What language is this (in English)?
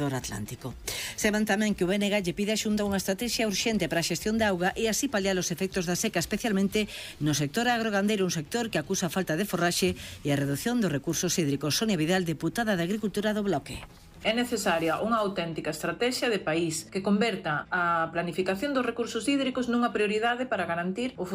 Galician